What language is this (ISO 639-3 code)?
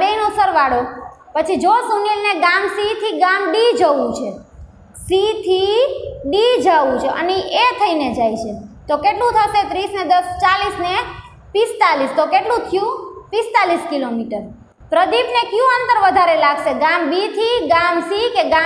guj